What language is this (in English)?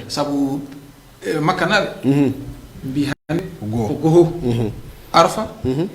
Fula